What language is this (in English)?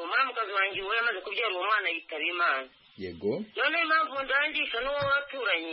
Kinyarwanda